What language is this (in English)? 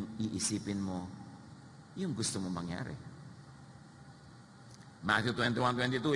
Filipino